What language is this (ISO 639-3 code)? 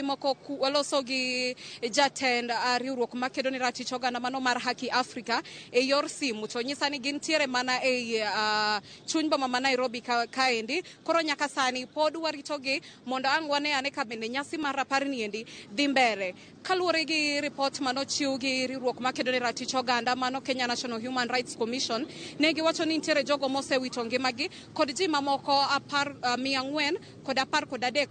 luo